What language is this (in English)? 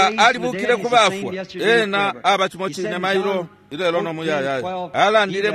Bemba